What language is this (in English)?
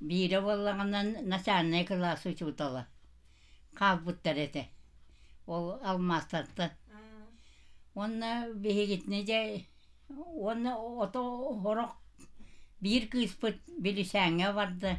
Yakut